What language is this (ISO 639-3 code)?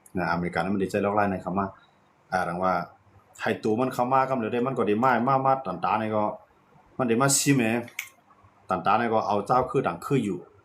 shn